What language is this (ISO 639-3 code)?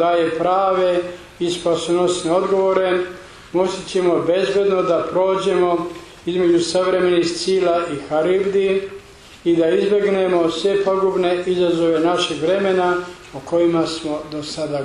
srp